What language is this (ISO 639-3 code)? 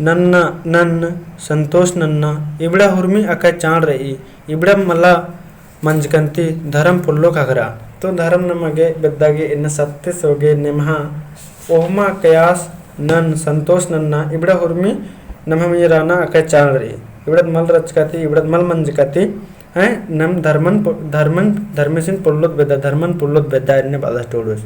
kru